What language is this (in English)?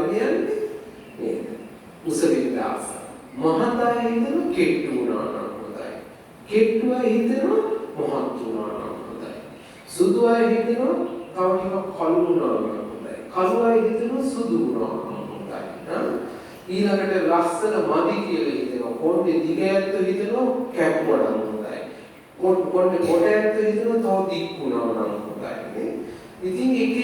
Sinhala